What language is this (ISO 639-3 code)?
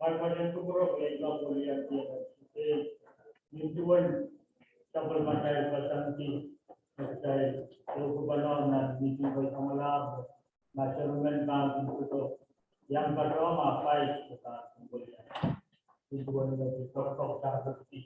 pon